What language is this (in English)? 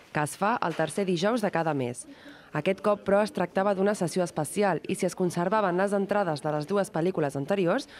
Catalan